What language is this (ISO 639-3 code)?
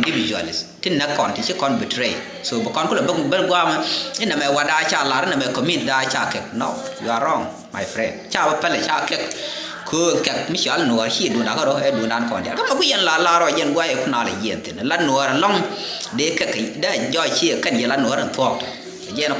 nus